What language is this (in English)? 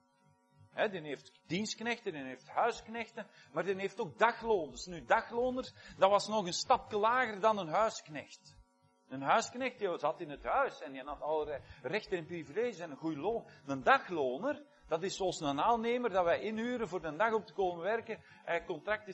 Dutch